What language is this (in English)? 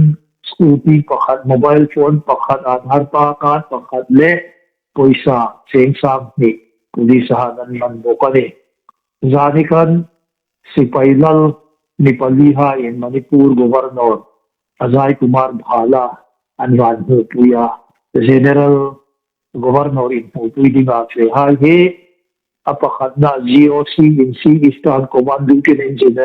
Hmar